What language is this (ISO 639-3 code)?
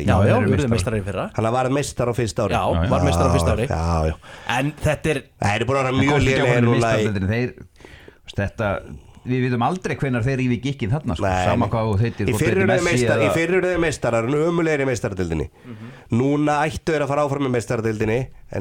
isl